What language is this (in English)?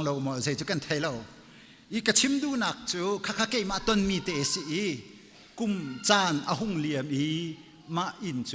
Hakha Chin